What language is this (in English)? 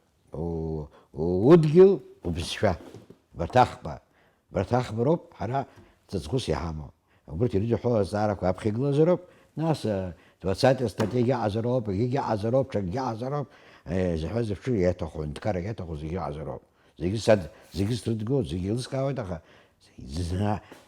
Abkhazian